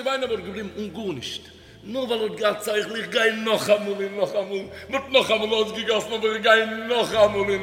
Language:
Yiddish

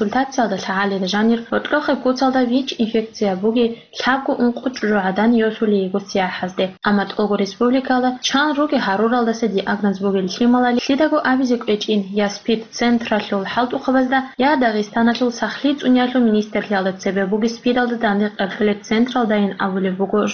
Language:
Avaric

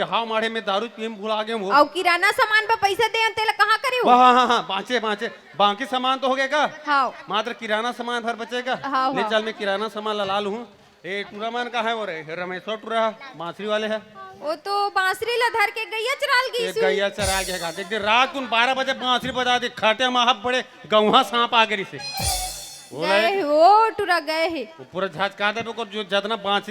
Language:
Chhattisgarhi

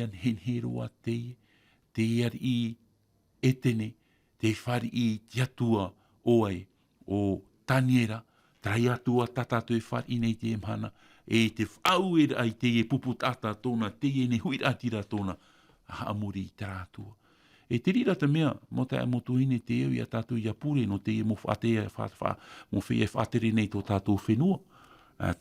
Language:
Tahitian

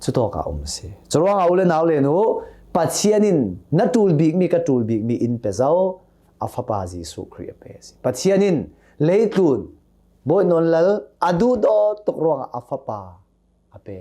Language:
Hakha Chin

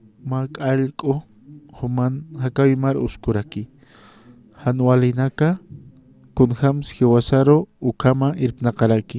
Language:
Aymara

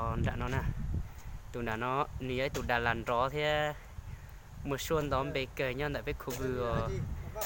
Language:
Hmong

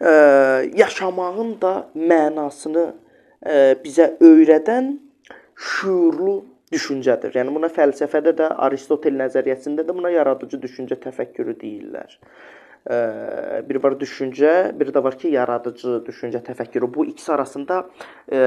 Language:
Azerbaijani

